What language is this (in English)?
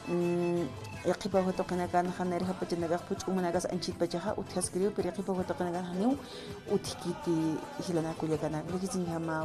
Aymara